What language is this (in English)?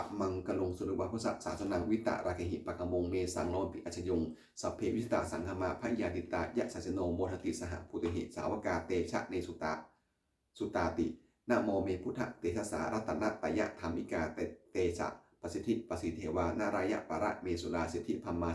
Pali